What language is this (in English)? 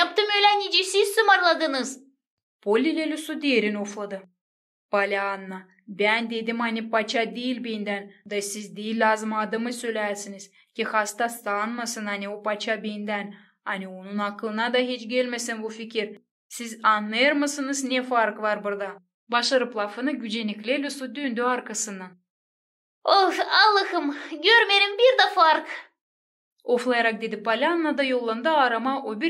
Gagauz